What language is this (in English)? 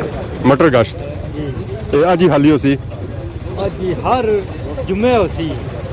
Pahari-Potwari